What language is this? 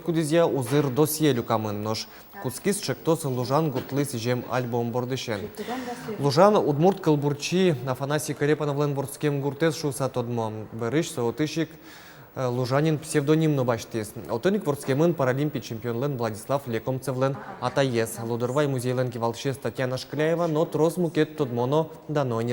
Udmurt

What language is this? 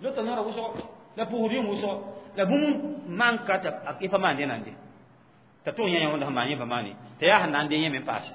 Mossi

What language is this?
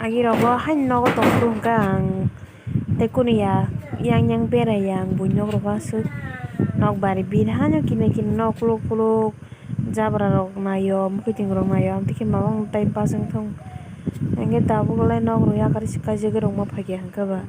Kok Borok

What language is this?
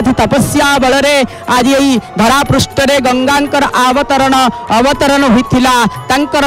Odia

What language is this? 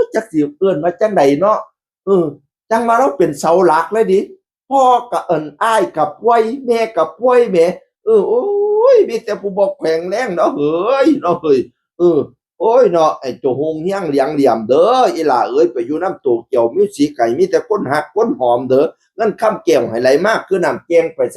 Northeastern Thai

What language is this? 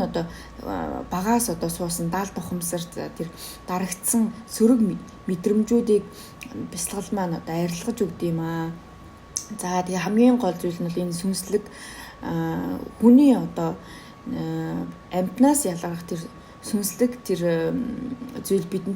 Mongolian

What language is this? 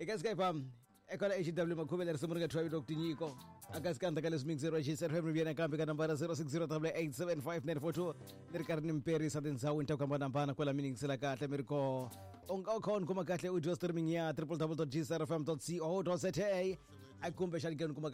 Tsonga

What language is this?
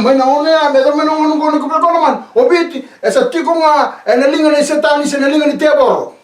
Fijian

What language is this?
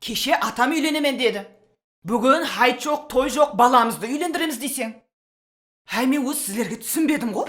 Kara-Kalpak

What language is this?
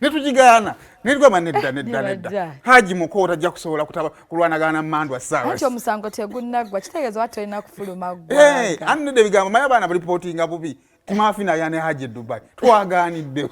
Ganda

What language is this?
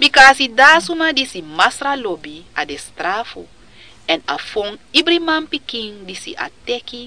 Sranan Tongo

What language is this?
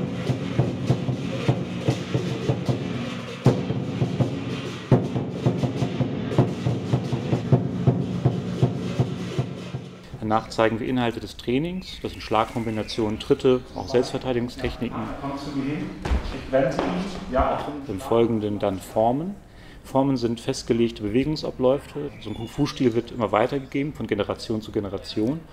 German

